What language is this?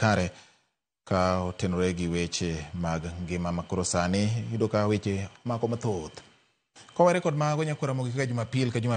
Luo (Kenya and Tanzania)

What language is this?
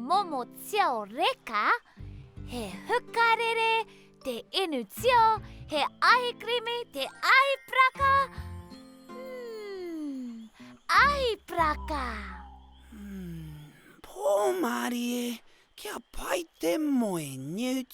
Māori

